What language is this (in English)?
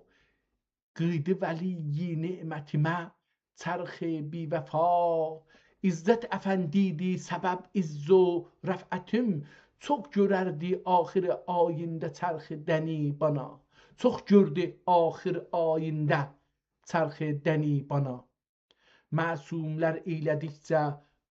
South Azerbaijani